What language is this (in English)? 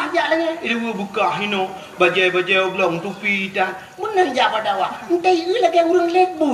Achinese